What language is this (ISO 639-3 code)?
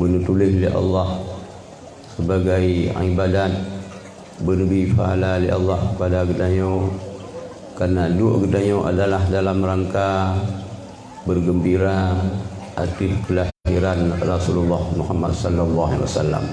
ace